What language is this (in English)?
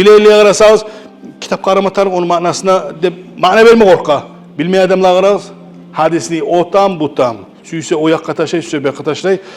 Kumyk